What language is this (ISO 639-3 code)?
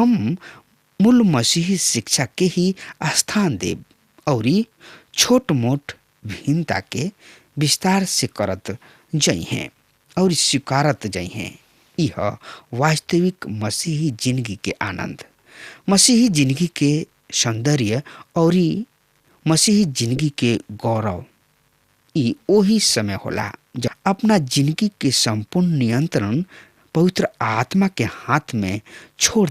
bho